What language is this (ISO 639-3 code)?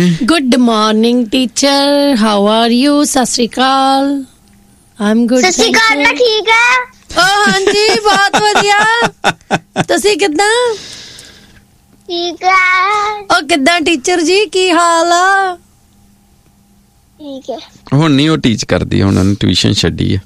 pan